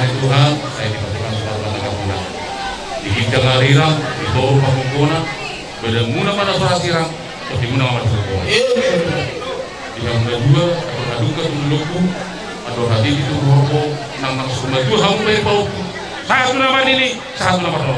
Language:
Batak Toba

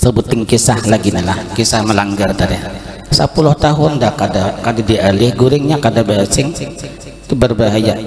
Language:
Banjar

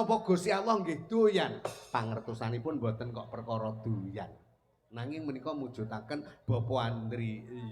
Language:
Javanese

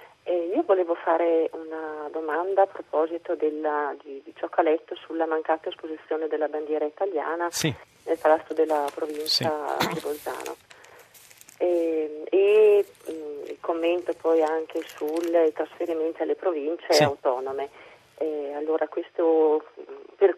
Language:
Italian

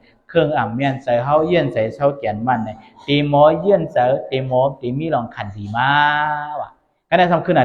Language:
Shan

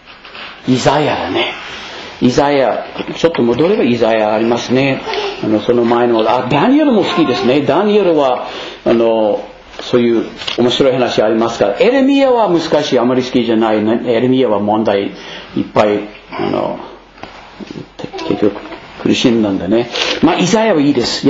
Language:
Japanese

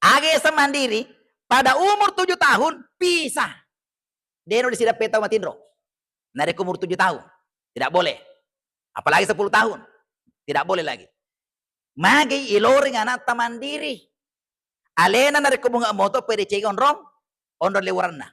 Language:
Buginese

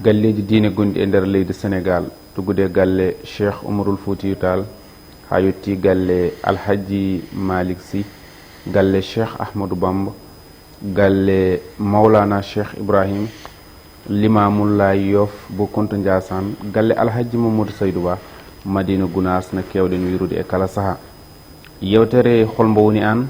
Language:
Fula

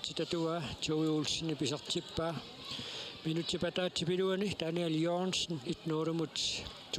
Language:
Kalaallisut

